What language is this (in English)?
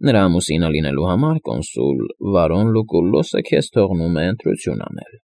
Armenian